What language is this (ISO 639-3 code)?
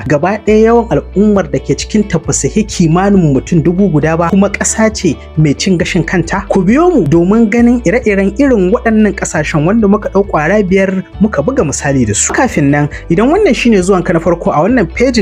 hau